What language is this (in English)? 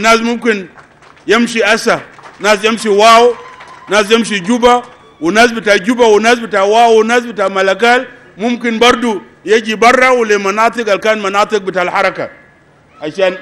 Sudanese Arabic